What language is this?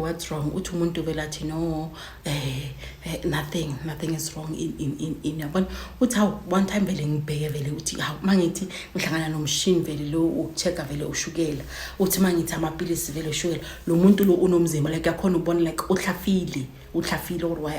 Zulu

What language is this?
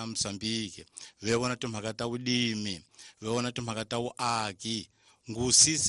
Tsonga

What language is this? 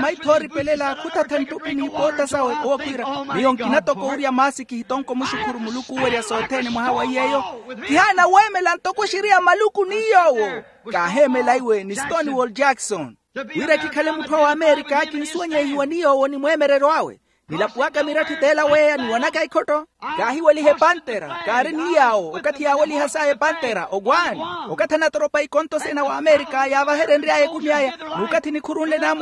Makhuwa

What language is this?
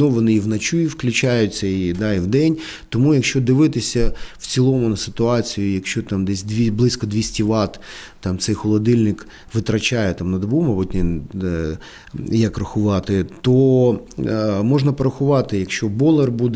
Ukrainian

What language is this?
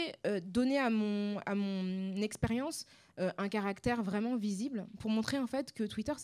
French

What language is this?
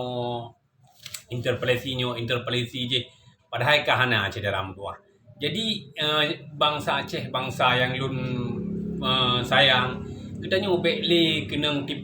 Achinese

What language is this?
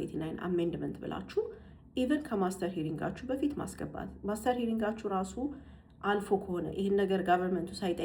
Amharic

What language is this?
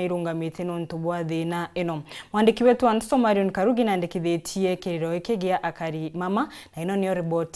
Meru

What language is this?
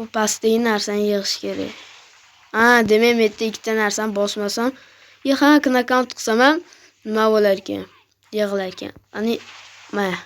Uzbek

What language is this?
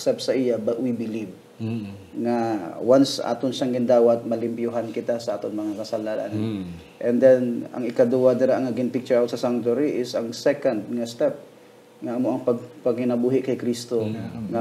Hiligaynon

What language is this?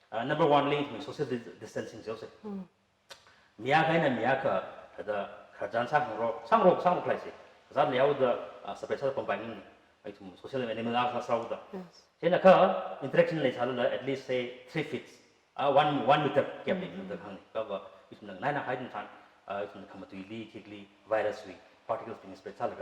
Tangkhul Naga (India)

